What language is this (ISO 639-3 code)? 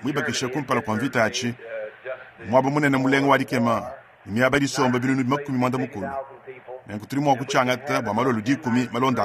lua